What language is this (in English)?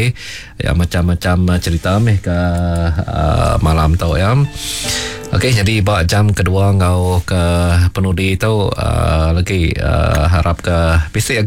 Iban